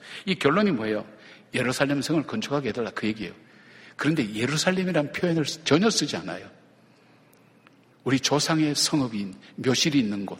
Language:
Korean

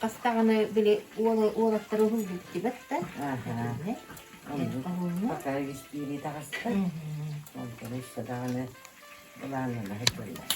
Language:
Yakut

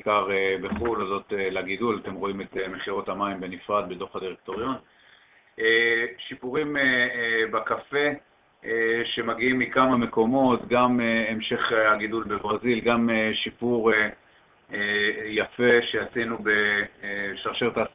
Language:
Hebrew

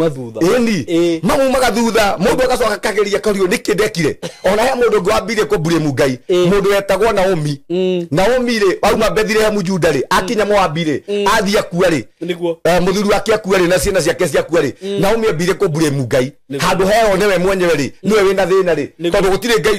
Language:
Kikuyu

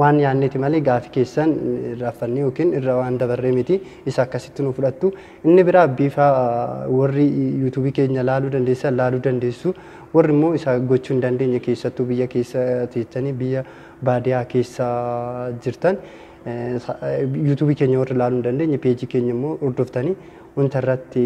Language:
Oromo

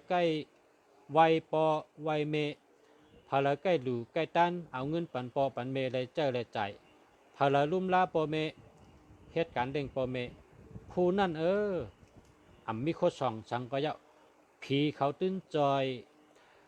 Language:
Shan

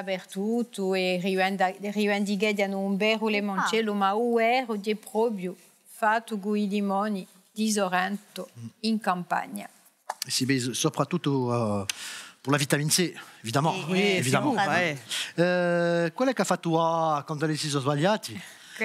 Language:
Corsican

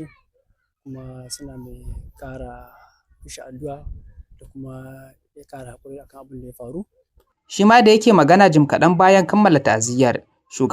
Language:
Hausa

